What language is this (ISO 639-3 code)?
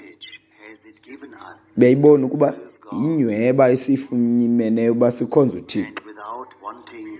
xho